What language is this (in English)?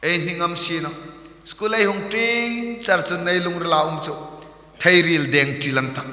Hmar